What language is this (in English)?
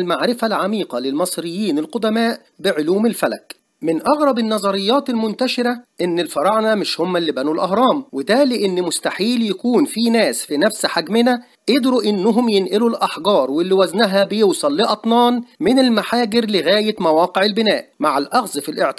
Egyptian Arabic